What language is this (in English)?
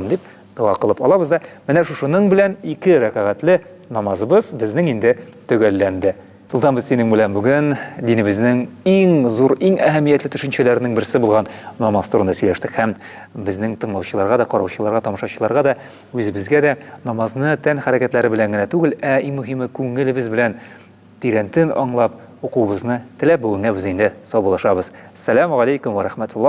Tatar